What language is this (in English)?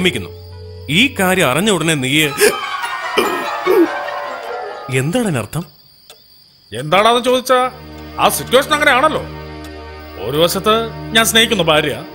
Malayalam